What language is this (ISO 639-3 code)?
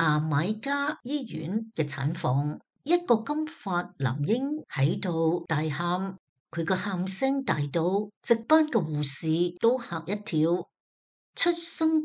yue